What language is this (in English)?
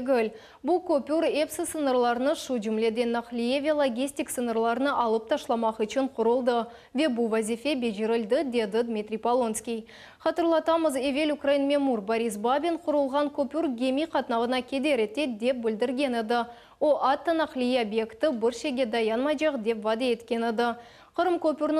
Crimean Tatar